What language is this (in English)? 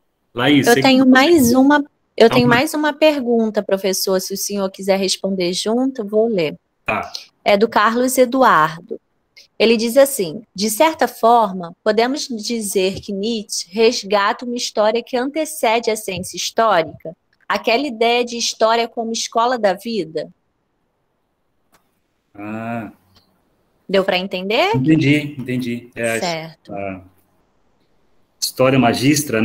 Portuguese